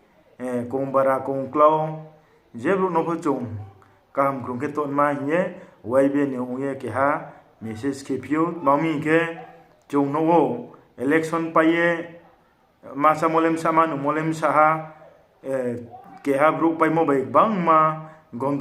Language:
Riang (India)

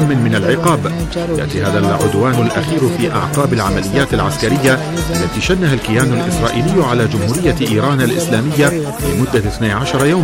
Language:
Arabic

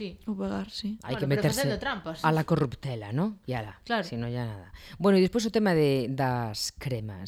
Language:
Galician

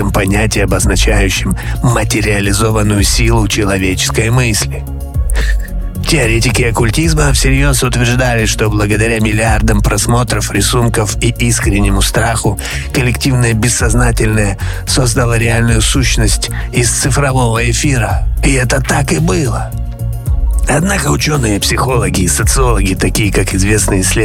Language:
Russian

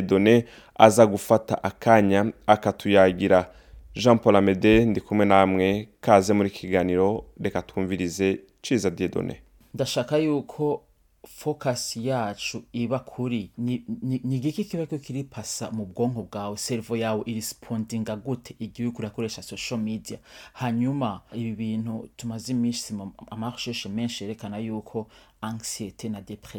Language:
Rundi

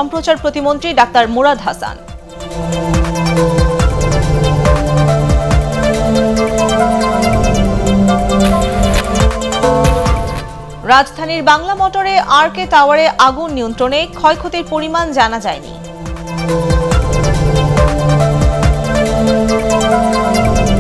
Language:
Bangla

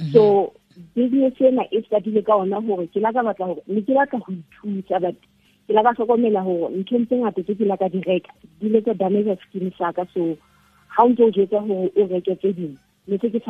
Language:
Southern Sotho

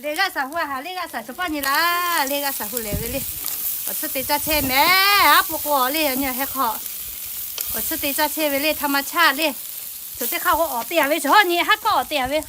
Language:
Lahu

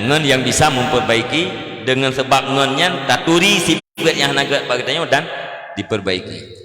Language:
Achinese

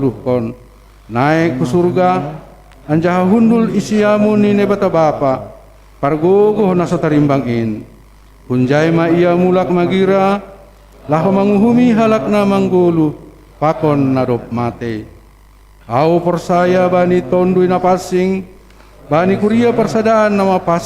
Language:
Batak Simalungun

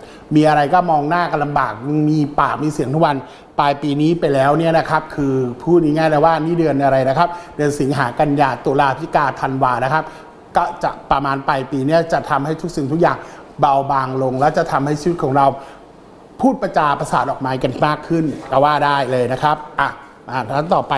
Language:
Thai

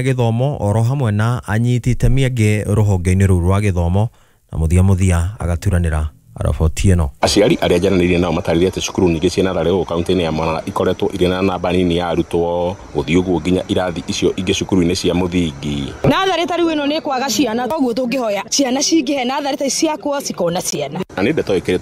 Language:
Kikuyu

